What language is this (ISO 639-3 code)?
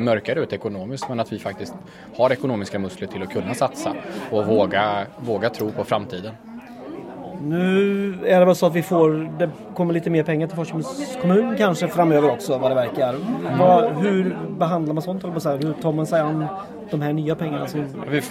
swe